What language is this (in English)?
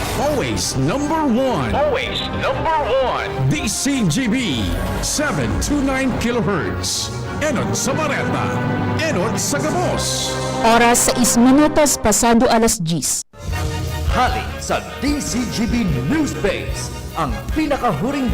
Bikol